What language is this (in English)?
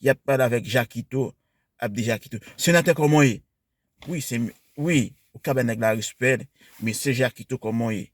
Haitian Creole